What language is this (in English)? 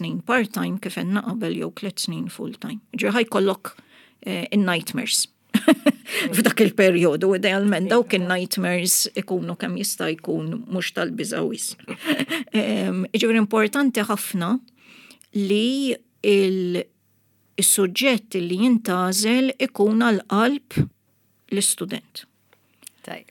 Maltese